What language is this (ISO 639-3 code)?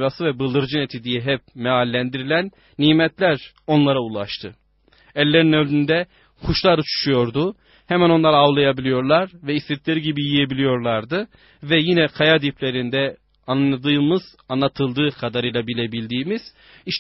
tur